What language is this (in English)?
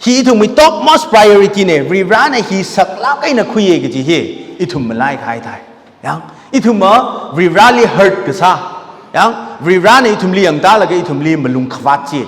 Tangkhul Naga (India)